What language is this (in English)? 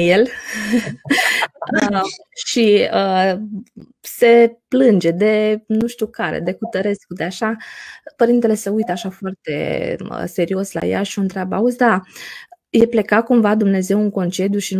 Romanian